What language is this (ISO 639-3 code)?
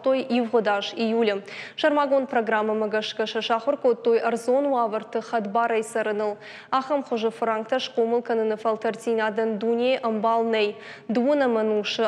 oss